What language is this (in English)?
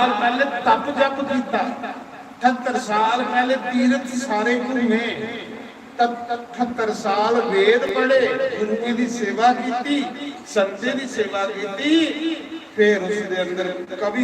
Dogri